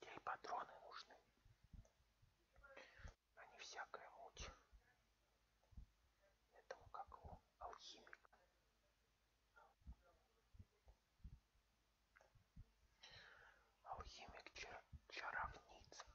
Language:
Russian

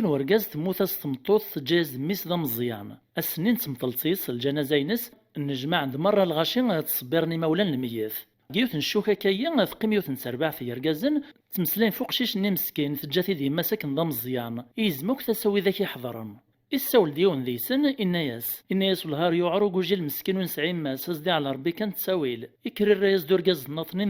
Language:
Kabyle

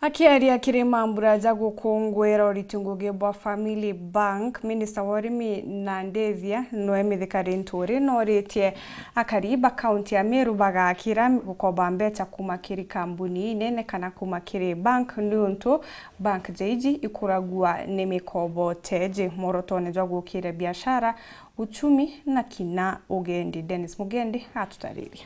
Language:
Meru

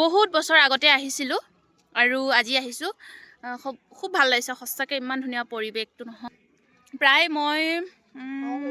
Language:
Assamese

